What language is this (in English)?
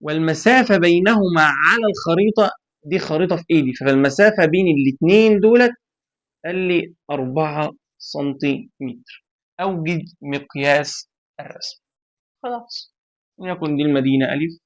Egyptian Arabic